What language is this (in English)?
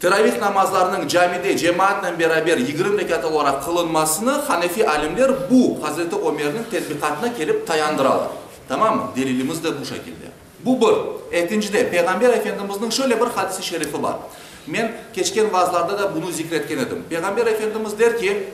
Crimean Tatar